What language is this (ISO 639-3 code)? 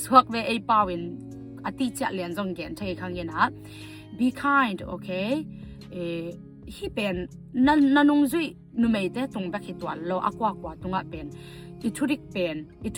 ctd